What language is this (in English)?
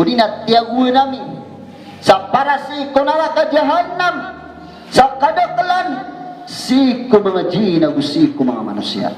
Maranao